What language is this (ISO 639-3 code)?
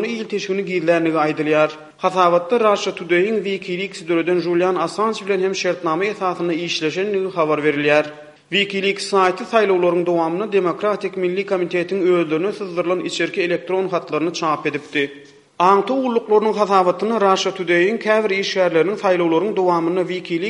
tuk